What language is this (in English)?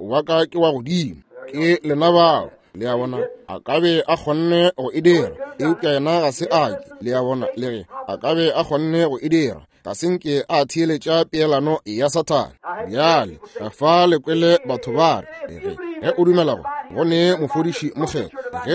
Northern Sotho